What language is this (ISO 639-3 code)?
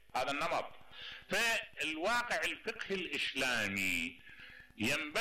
acm